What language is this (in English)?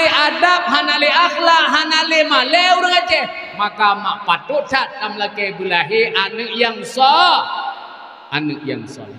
Achinese